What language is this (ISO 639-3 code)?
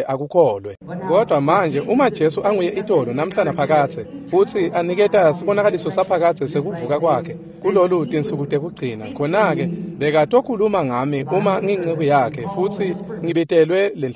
ssw